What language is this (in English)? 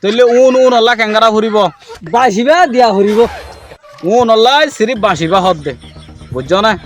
Rohingya